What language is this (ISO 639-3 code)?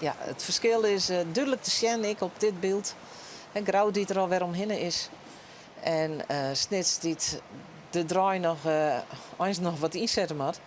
fry